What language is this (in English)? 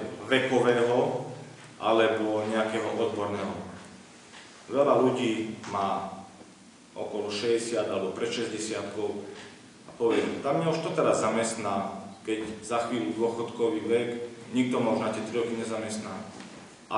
Slovak